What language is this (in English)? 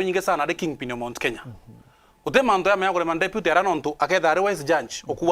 Meru